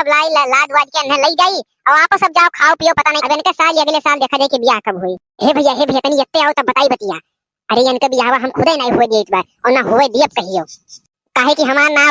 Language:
Awadhi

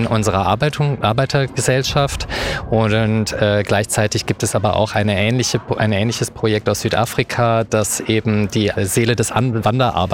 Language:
German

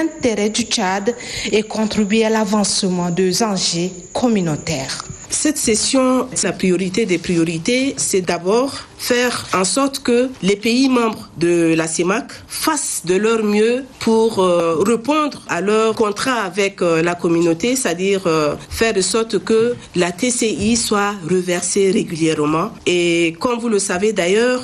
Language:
French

